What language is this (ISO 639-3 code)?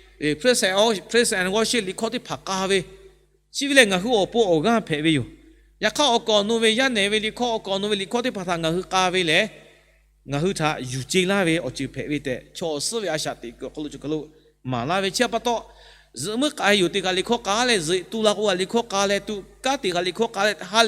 lhu